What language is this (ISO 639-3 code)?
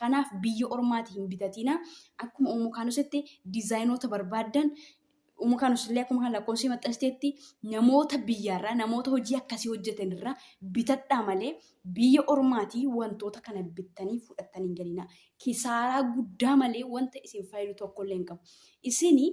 orm